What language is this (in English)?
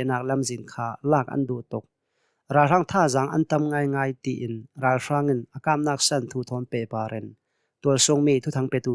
Hakha Chin